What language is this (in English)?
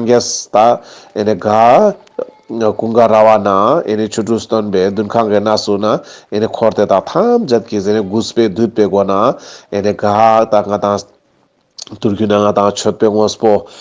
Ladakhi